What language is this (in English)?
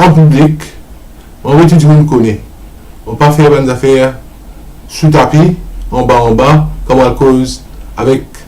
Morisyen